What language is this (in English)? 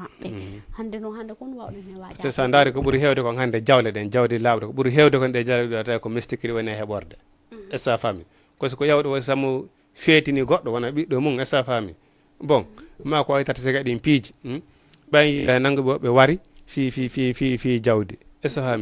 Fula